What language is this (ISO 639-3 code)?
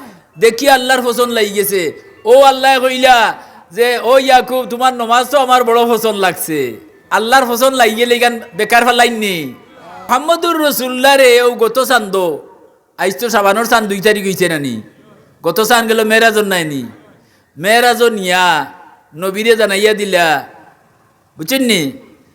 syl